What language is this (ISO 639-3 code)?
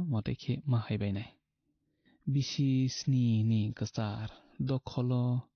trp